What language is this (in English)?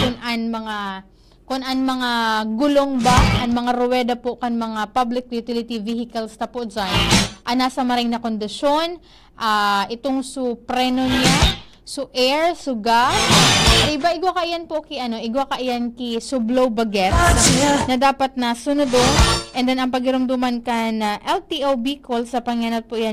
Bikol